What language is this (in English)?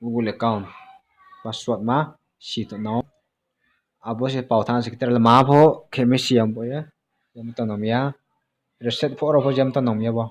Riang (India)